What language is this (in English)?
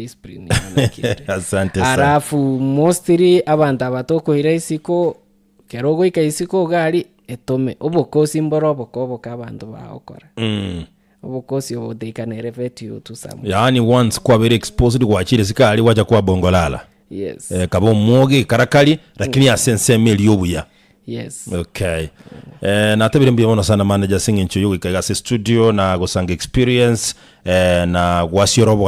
Gusii